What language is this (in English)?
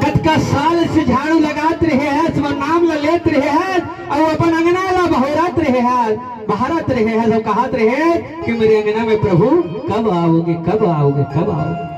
Chhattisgarhi